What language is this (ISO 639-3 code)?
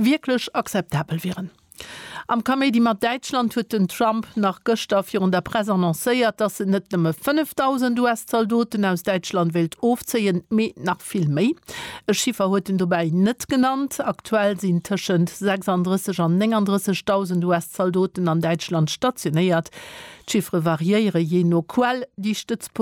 ltz